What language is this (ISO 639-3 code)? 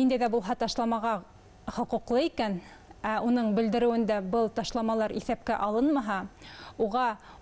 bak